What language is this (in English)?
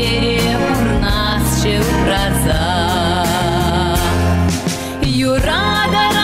Chuvash